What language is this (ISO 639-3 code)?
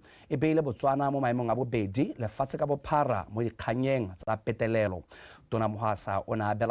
tsn